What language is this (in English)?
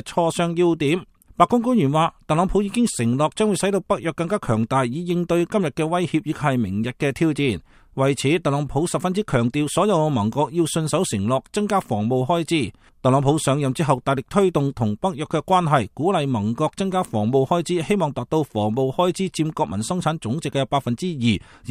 Cantonese